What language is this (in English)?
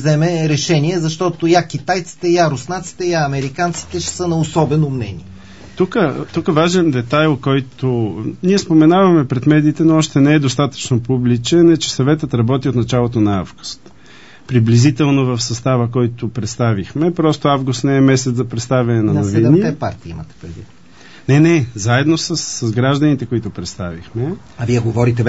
Bulgarian